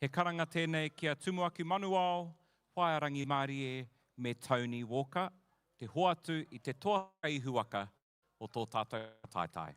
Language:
Māori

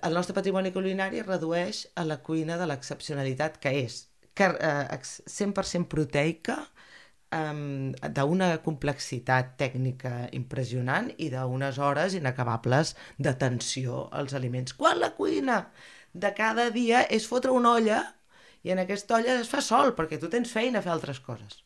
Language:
Catalan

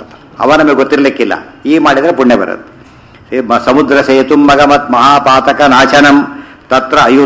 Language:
Kannada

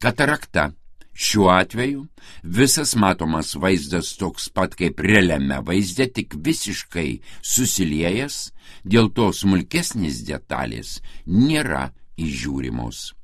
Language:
Lithuanian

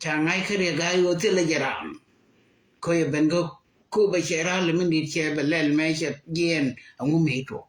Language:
Nuer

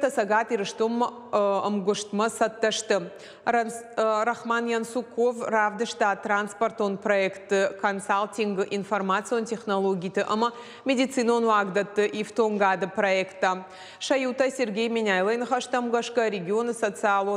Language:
Ossetic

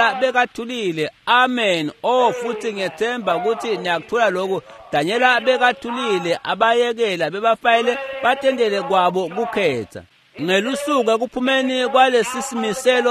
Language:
Swati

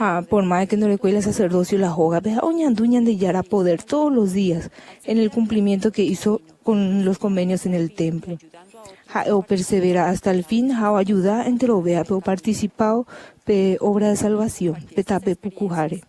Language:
Guarani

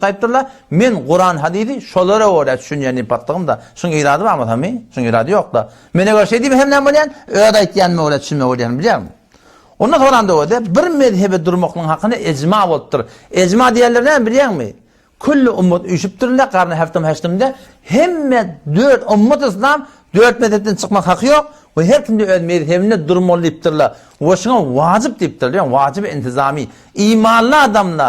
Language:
Turkmen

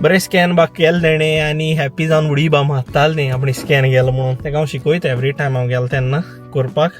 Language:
Konkani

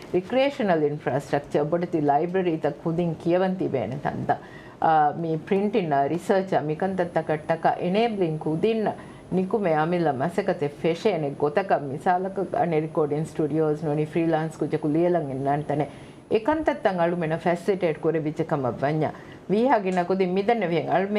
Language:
Divehi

